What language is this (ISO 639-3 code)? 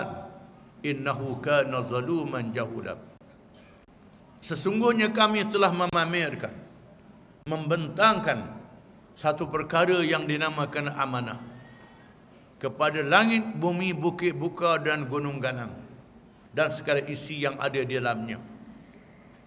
msa